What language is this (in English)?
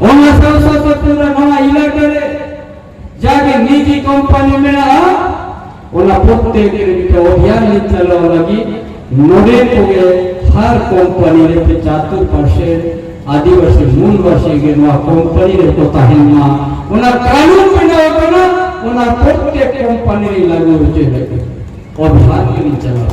Santali